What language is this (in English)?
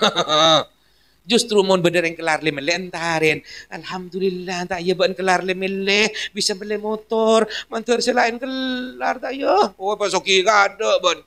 Madurese